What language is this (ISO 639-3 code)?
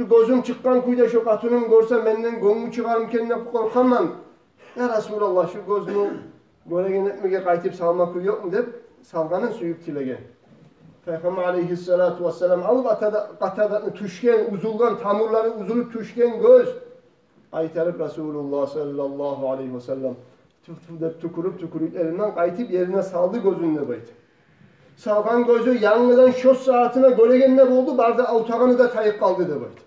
kum